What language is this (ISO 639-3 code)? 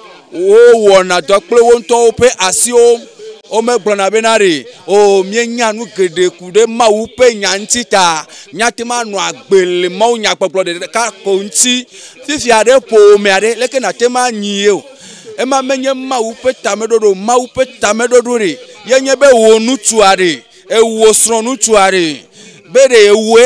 ewe